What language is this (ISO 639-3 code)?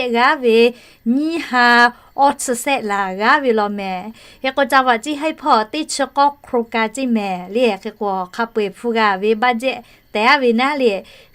lhu